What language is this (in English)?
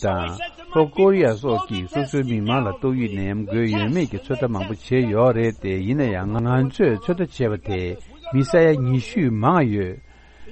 Tibetan